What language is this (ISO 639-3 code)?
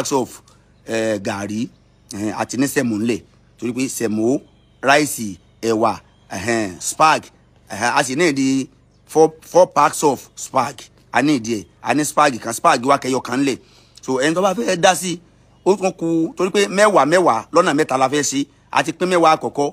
yor